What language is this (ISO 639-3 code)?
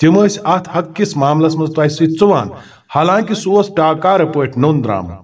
kas